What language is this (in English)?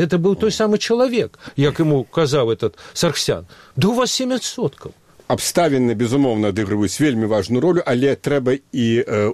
Belarusian